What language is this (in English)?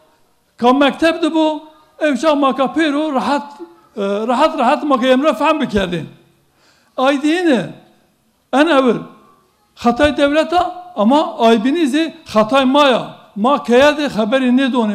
Zaza